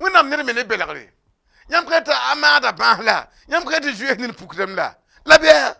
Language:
Mossi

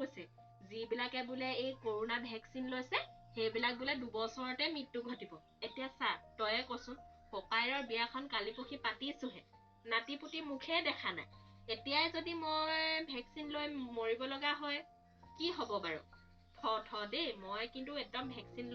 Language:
Assamese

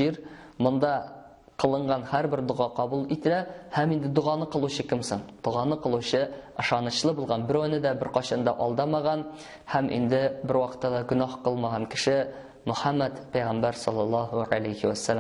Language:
Tatar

